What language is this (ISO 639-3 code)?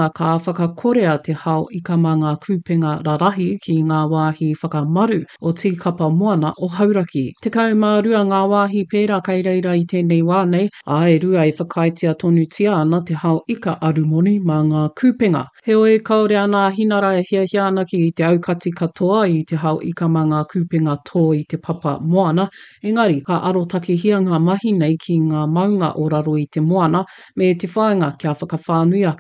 mri